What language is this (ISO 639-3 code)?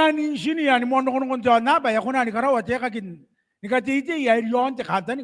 gil